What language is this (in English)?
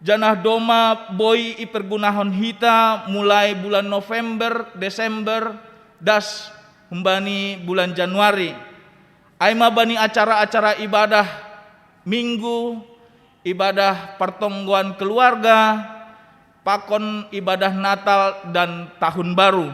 Batak Simalungun